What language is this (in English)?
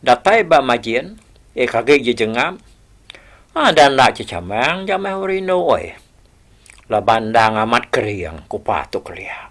Iban